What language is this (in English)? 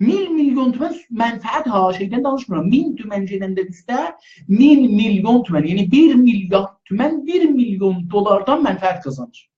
South Azerbaijani